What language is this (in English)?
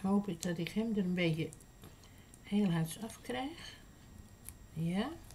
Dutch